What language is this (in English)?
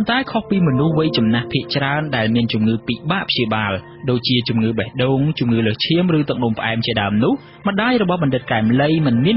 Khmer